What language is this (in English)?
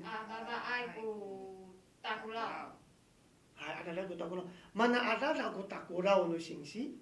Amis